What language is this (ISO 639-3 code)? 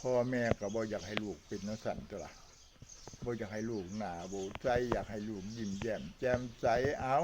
tts